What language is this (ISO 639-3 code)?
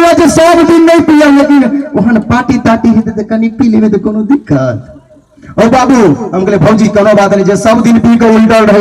mai